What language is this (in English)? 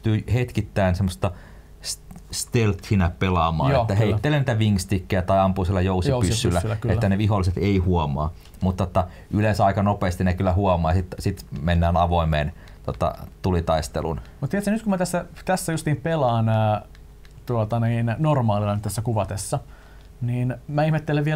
Finnish